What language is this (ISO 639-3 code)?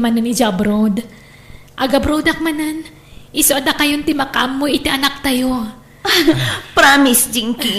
ilo